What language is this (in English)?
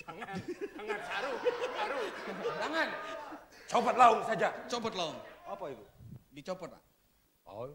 Banjar